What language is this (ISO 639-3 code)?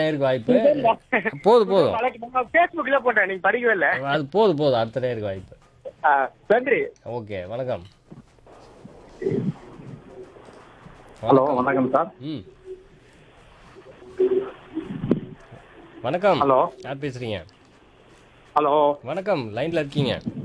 tam